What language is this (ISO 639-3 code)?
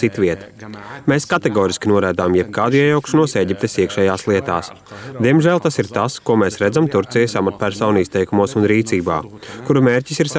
lav